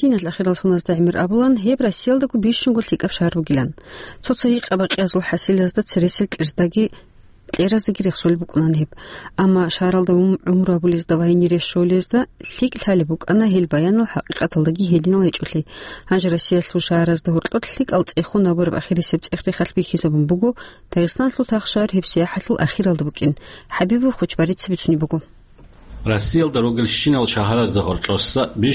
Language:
Avaric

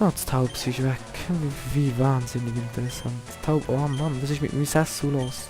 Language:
Swiss German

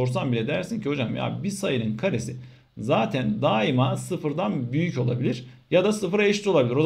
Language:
Turkish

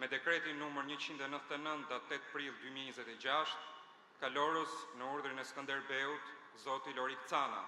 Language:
Albanian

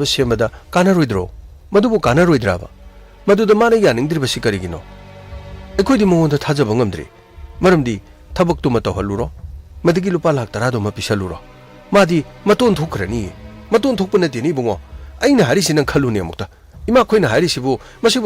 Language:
Manipuri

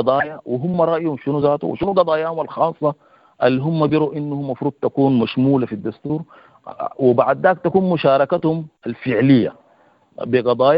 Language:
Sudanese Arabic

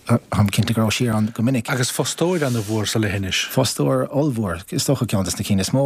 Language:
Irish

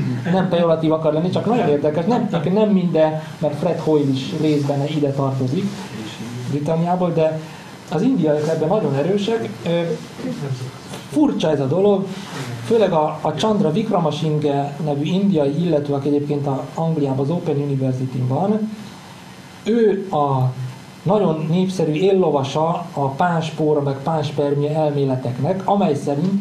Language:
Hungarian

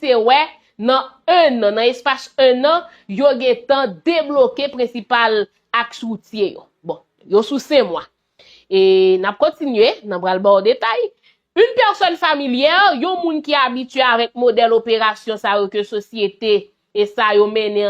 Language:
Haitian Creole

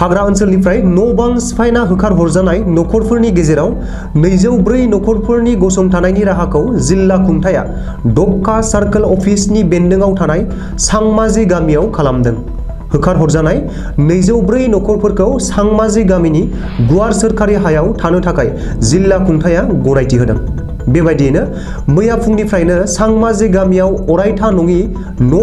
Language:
Bodo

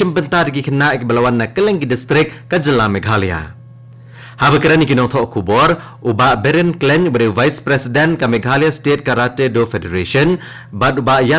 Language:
Khasi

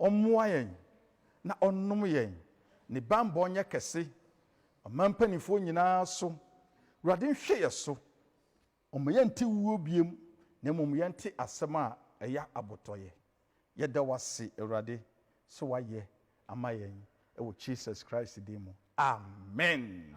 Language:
Akan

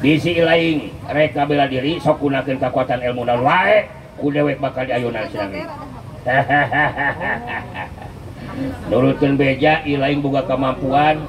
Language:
Sundanese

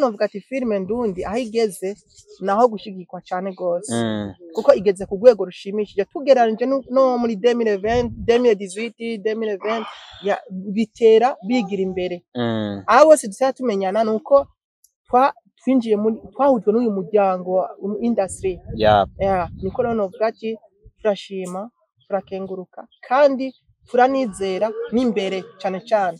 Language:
Rundi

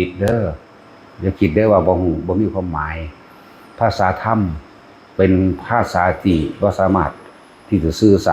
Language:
Northeastern Thai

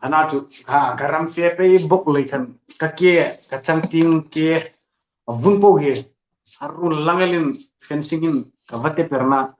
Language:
Hmar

